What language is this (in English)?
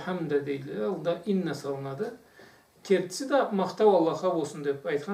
Karachay-Balkar